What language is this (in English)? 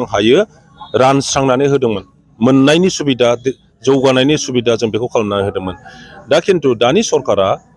Bodo